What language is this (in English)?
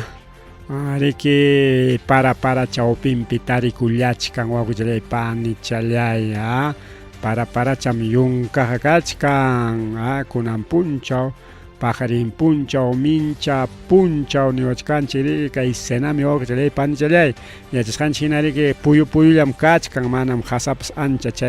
Ayacucho Quechua